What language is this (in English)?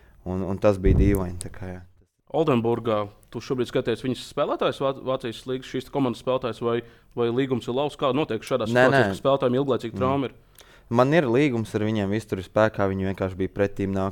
Latvian